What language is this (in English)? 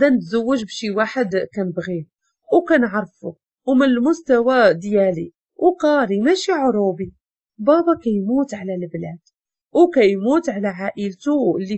Moroccan Arabic